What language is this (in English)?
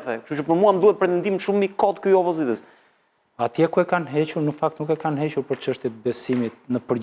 Albanian